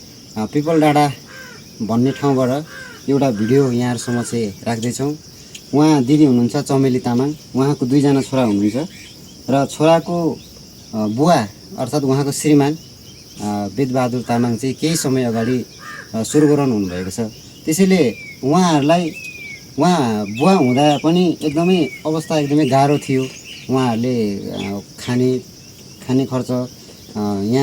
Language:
Nepali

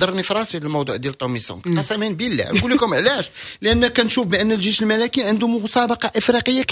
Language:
Moroccan Arabic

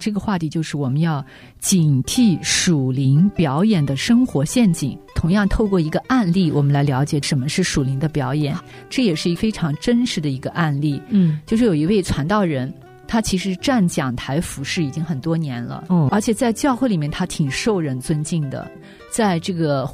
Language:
Chinese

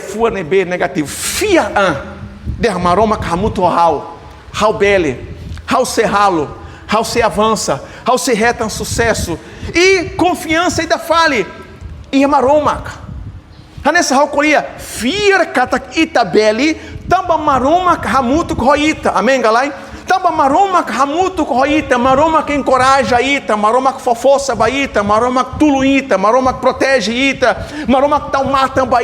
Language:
Tetum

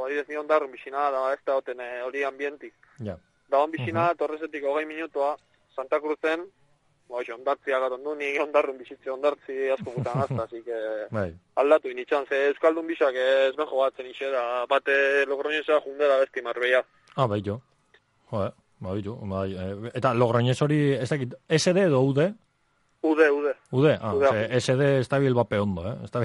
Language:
Basque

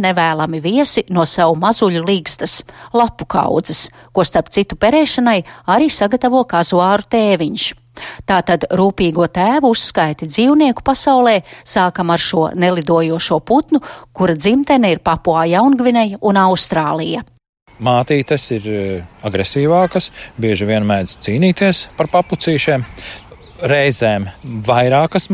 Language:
Latvian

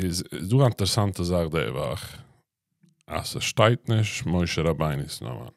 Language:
Yiddish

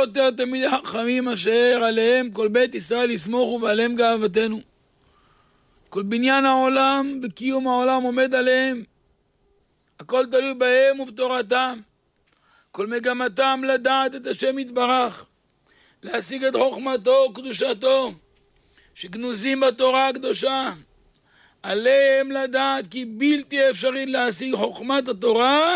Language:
Hebrew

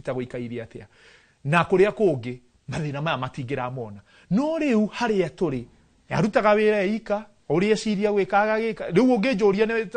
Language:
Kikuyu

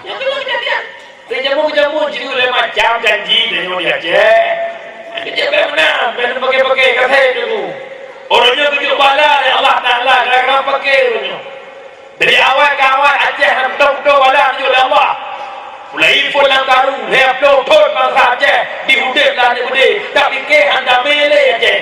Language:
Achinese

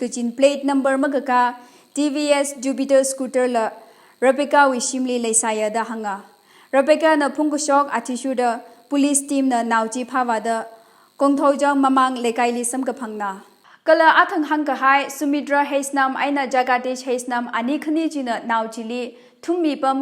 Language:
Tangkhul Naga (India)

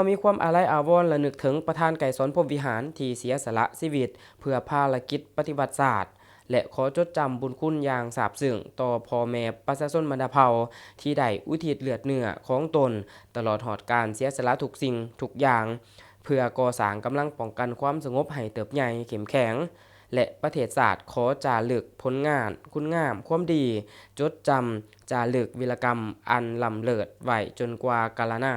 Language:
Lao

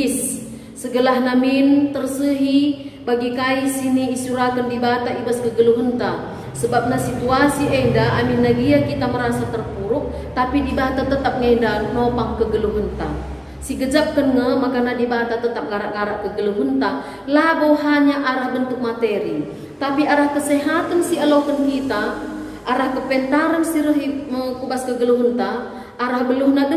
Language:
Batak Karo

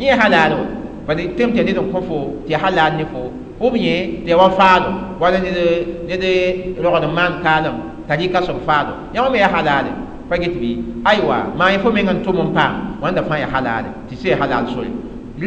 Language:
Mossi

